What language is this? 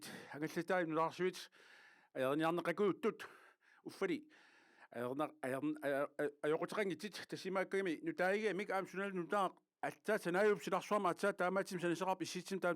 Kalaallisut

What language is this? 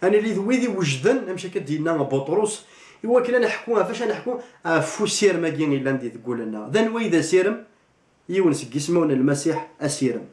Kabyle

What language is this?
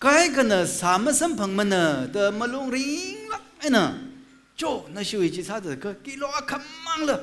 Tangkhul Naga (India)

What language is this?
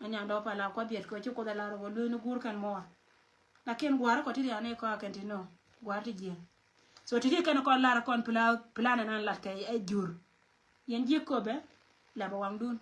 Nuer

